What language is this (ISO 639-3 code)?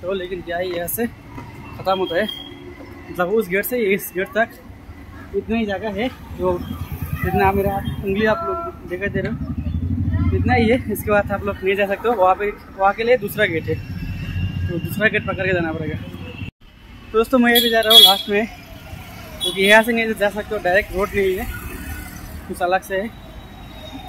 hin